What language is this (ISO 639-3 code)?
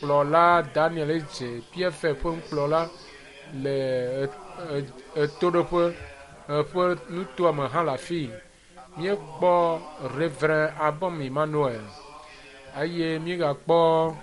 ewe